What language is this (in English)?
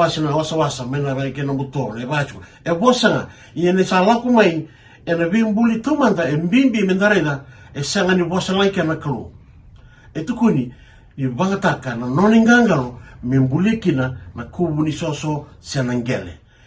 Fijian